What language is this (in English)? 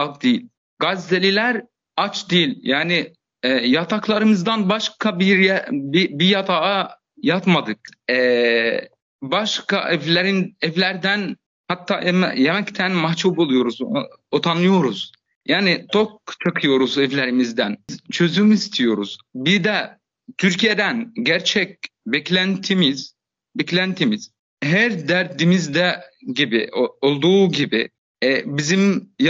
Turkish